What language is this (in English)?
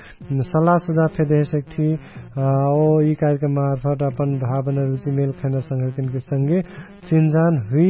Dangaura Tharu